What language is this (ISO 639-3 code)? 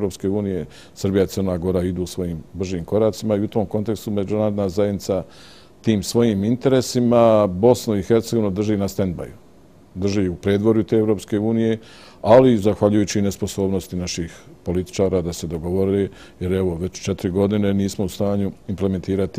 bos